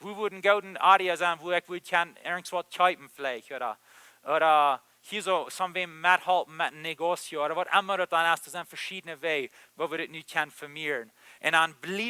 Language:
Plautdietsch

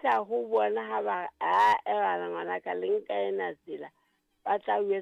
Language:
Southern Sotho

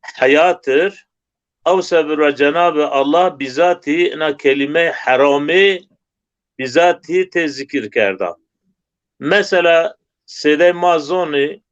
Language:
Zaza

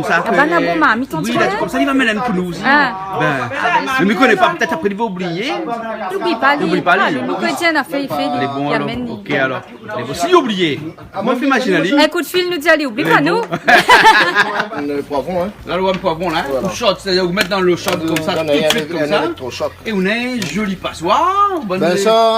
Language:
Réunion Creole French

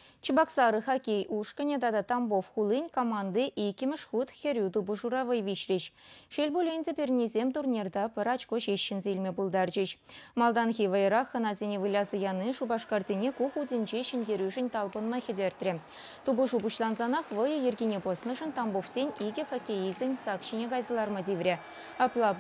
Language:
Chuvash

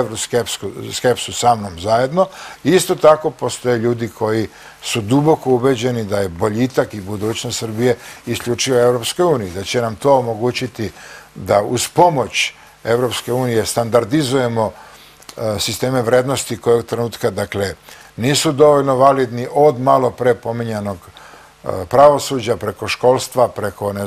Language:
Serbian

